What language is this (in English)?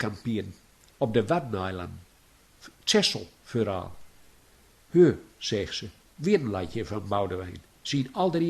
Gronings